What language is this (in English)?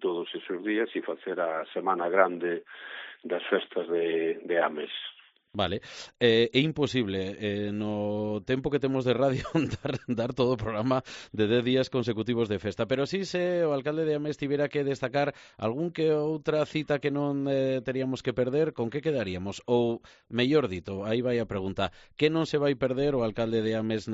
Galician